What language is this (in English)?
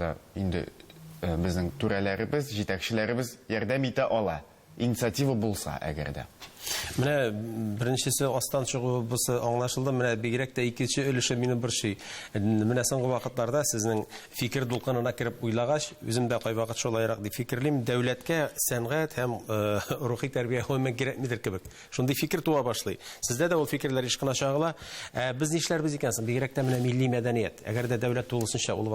Tatar